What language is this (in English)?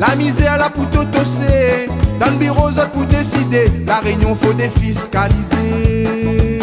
Réunion Creole French